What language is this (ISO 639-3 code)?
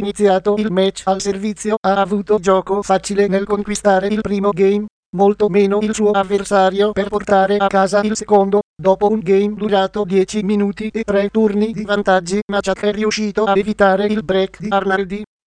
ita